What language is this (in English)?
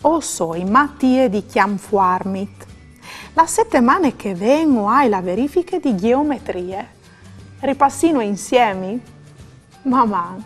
Friulian